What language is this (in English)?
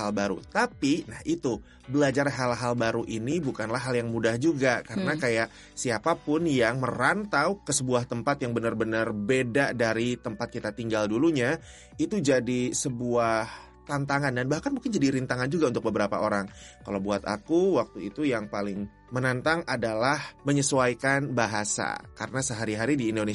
Indonesian